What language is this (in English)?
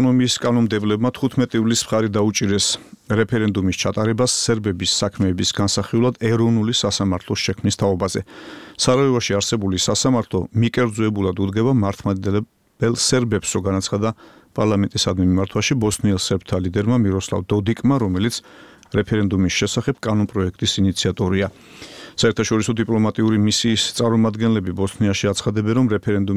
Georgian